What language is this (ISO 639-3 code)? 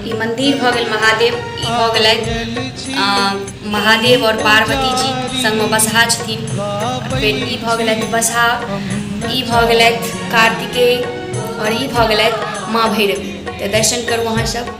mai